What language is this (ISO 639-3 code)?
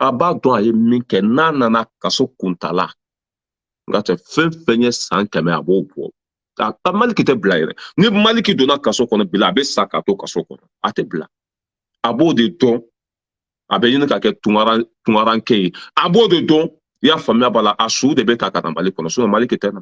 bam